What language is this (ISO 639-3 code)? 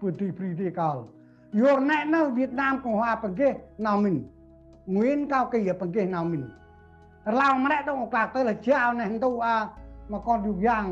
cmo